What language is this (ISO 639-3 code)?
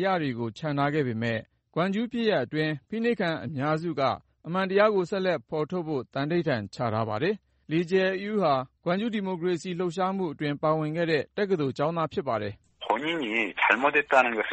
mya